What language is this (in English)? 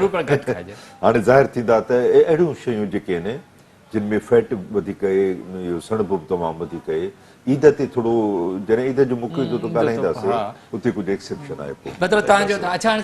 Sindhi